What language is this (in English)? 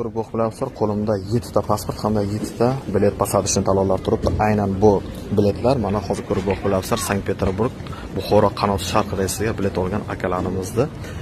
Uzbek